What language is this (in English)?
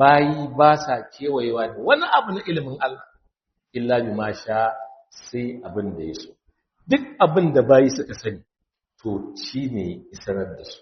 Hausa